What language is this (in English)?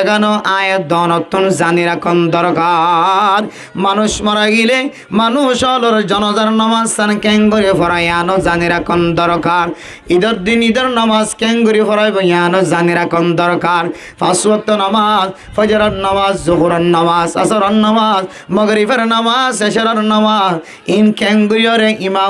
Rohingya